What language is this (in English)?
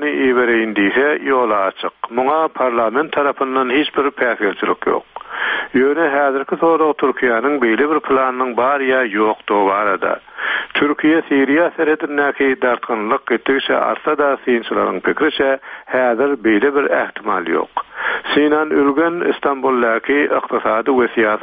Turkmen